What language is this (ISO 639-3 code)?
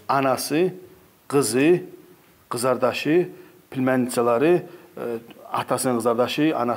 kum